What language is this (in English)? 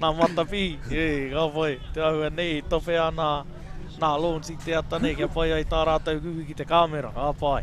Māori